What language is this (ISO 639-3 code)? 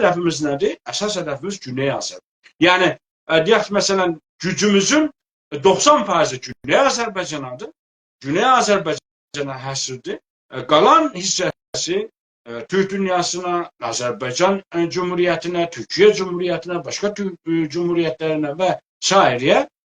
azb